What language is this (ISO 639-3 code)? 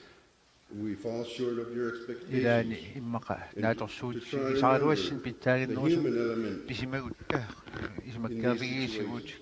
kal